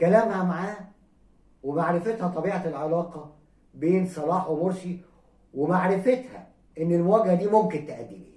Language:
Egyptian Arabic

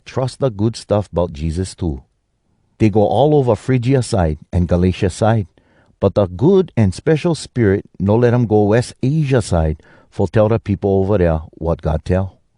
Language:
Hawai'i Creole English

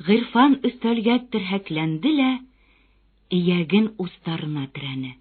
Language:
Bashkir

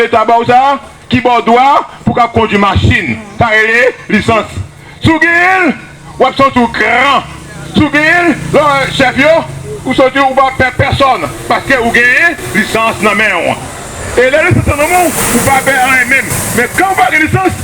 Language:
Haitian Creole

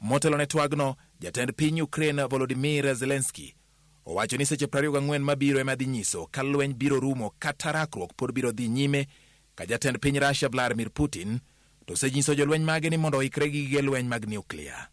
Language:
Luo (Kenya and Tanzania)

